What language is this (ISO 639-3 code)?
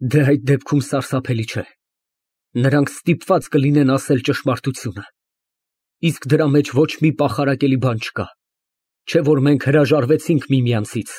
hye